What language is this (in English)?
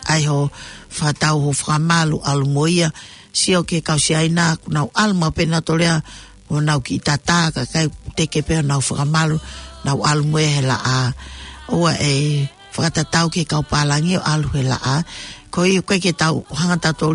Tongan